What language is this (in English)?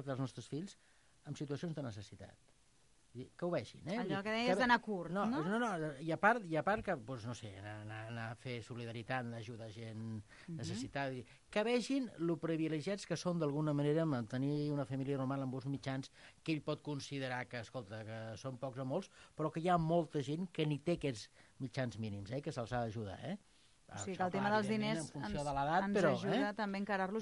Catalan